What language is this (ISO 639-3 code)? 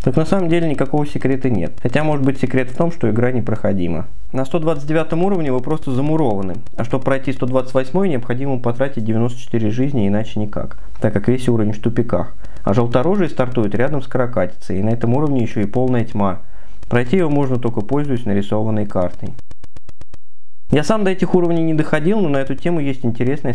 rus